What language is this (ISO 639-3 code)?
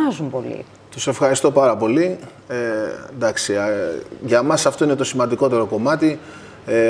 ell